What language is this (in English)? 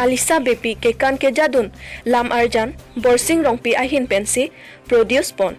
Karbi